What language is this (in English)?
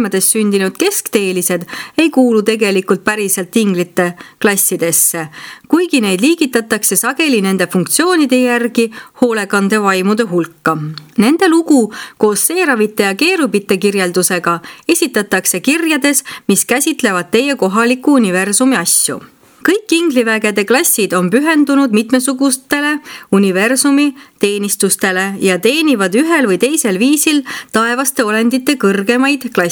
Estonian